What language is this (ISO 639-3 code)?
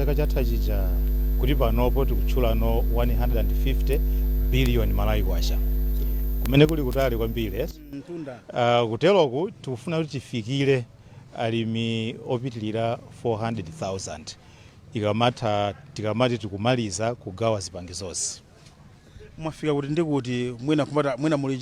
nya